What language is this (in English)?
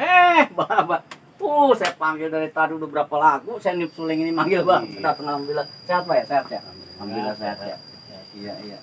Betawi